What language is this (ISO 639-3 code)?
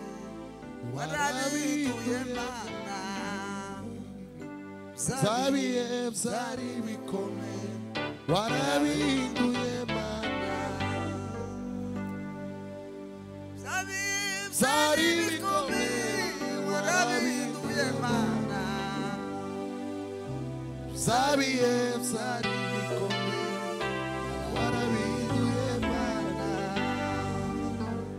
kin